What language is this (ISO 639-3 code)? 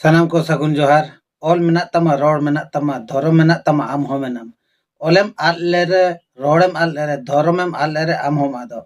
sat